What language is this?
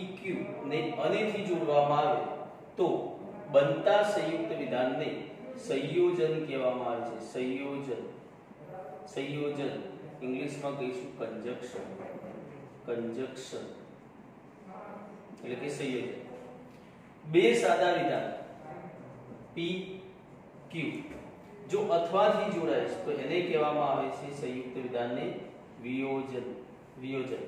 Gujarati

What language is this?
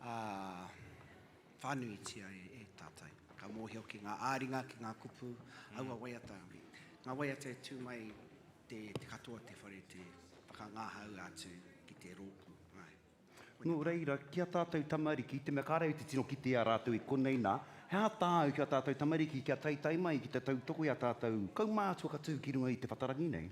Māori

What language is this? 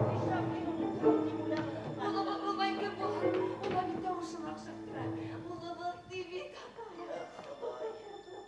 Bashkir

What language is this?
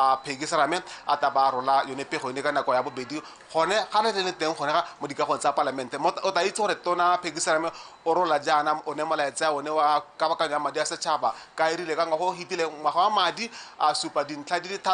Tswana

